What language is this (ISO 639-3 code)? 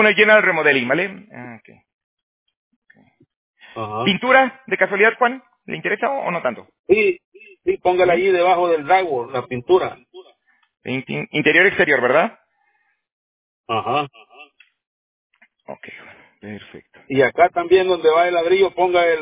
spa